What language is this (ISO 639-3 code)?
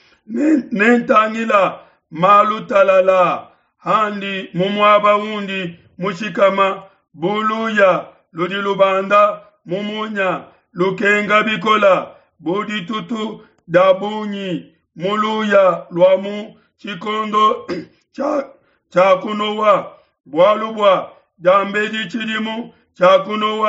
lua